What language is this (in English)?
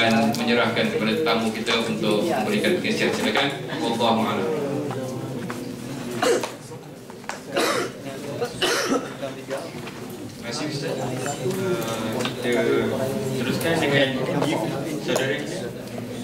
Malay